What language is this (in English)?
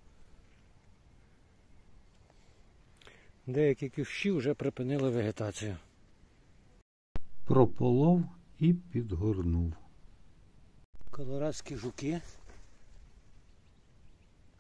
Ukrainian